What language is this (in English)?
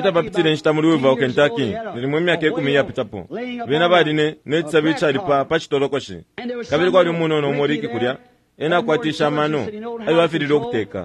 Bemba